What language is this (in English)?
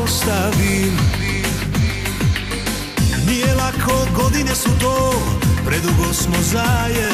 Serbian